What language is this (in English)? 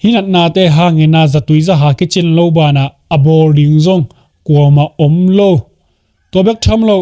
Tedim Chin